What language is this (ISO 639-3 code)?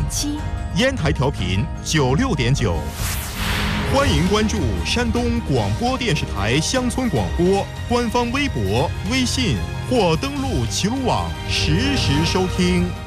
zho